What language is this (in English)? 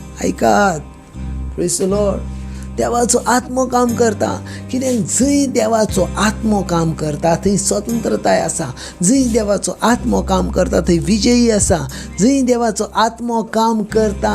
Konkani